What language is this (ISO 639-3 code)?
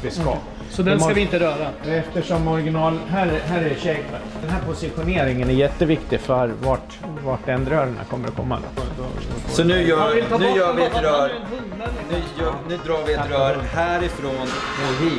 swe